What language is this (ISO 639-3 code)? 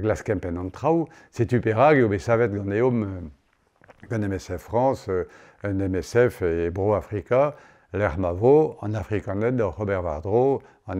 bre